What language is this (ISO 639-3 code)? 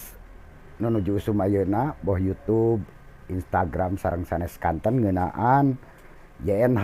sun